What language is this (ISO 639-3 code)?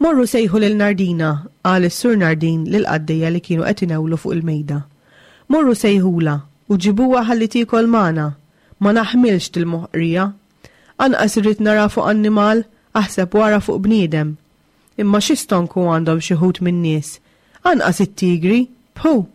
mlt